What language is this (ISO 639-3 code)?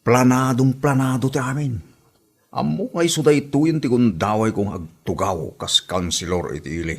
ilo